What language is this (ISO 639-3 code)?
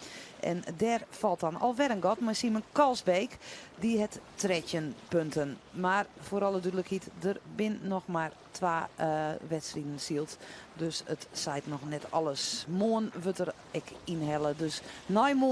fry